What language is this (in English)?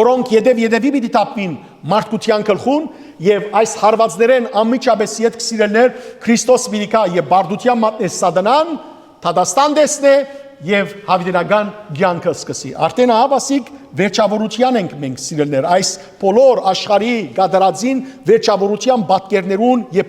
Western Armenian